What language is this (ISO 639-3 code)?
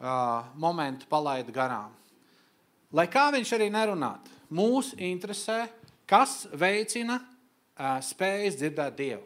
lav